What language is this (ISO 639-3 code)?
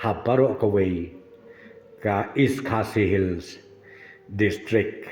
kha